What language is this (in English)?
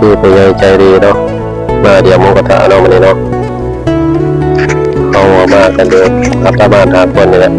Lao